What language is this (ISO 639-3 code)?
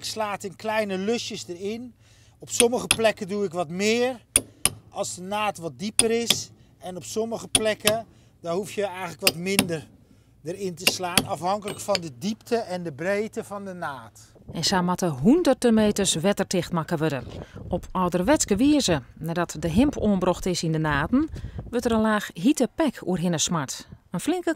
fry